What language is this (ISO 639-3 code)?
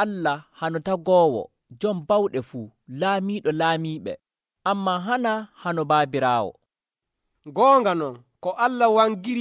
fuv